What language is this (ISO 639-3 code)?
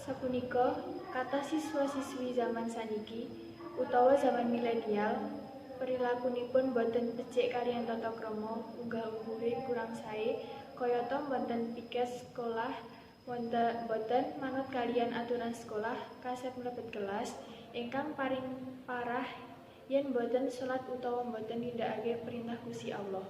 jav